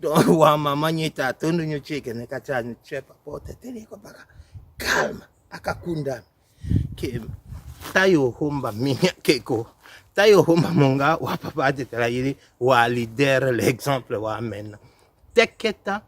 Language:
Tetela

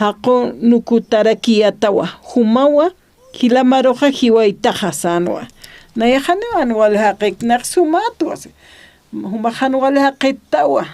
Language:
Aymara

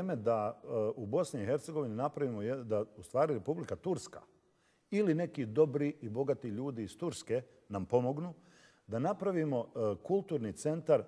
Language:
Bosnian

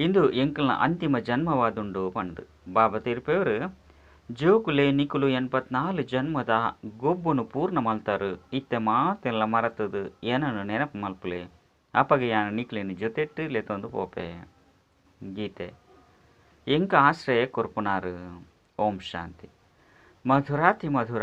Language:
Tulu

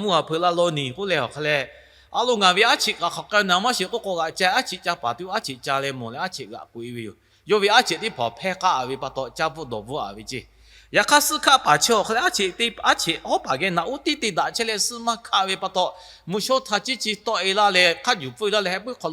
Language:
Lahu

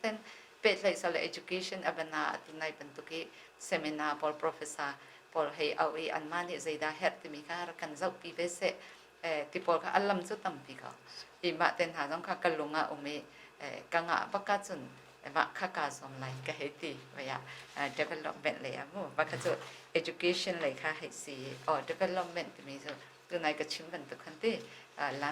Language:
Hakha Chin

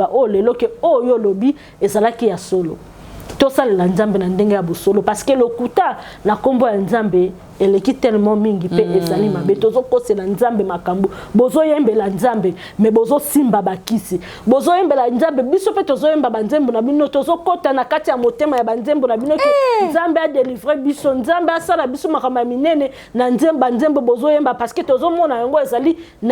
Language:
Lingala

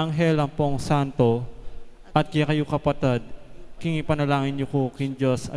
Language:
Pampanga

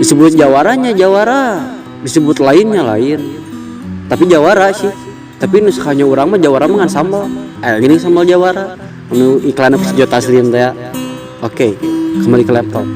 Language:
Sundanese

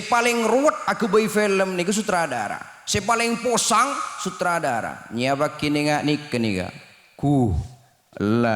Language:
Madurese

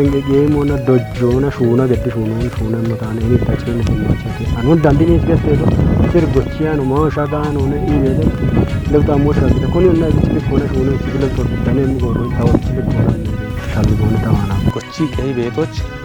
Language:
Kafa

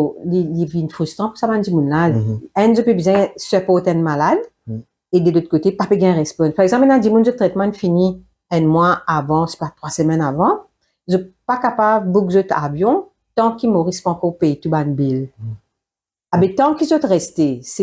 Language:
Morisyen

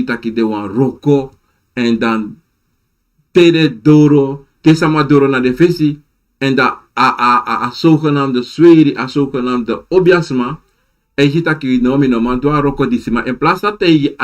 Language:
Sranan Tongo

